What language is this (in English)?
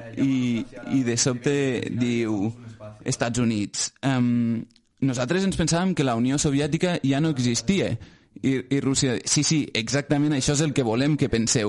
Catalan